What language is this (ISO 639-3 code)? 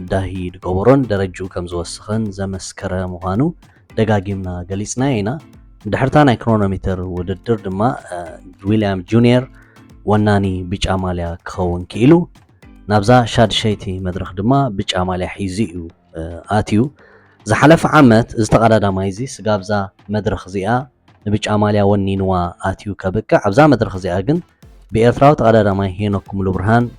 tir